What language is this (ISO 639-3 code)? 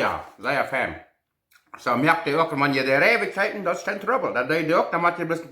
pdt